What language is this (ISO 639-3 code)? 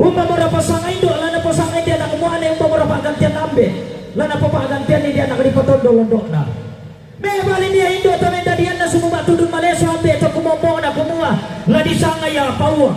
sda